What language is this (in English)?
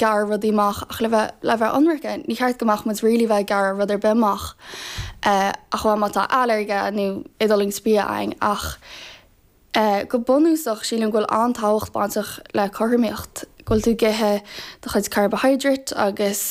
Irish